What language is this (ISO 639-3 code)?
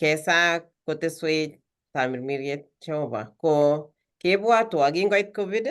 kln